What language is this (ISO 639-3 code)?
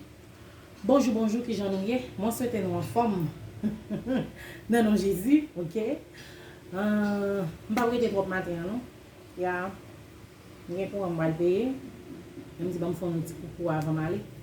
hat